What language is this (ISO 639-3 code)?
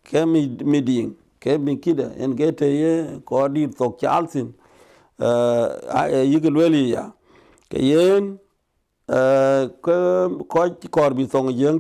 din